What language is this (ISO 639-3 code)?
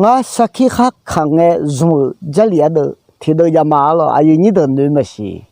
ahk